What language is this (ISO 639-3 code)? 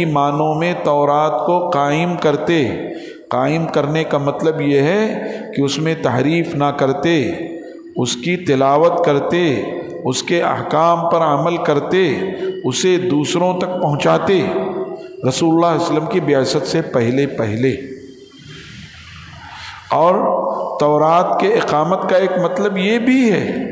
urd